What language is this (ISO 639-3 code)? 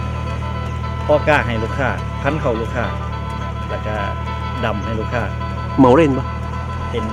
tts